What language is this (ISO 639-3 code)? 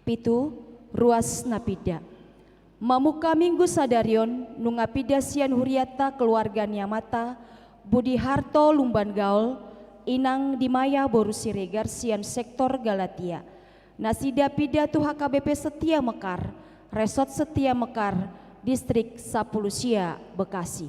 bbc